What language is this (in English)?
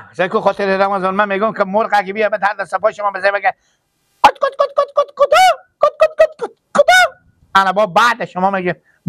Persian